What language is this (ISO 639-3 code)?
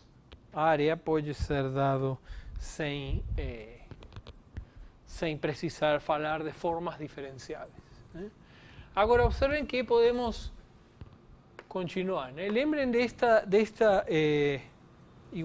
por